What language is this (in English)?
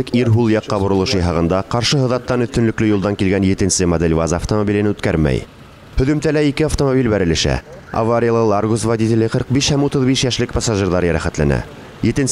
Bashkir